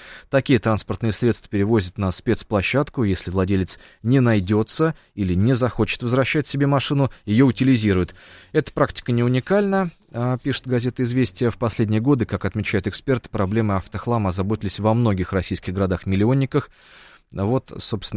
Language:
Russian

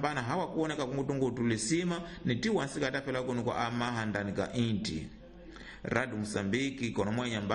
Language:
Tsonga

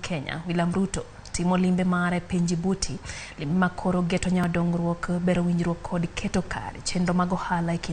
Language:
Luo (Kenya and Tanzania)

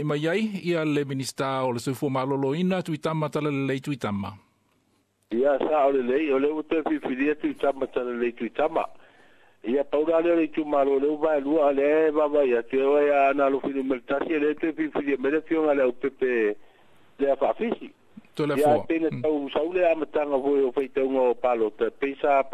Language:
Samoan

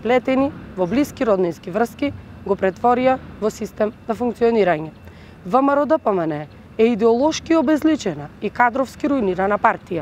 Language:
Macedonian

